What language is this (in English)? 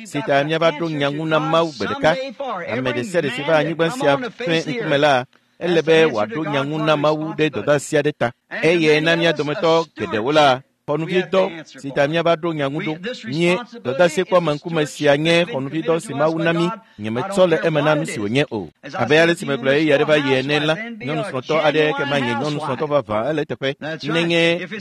Ewe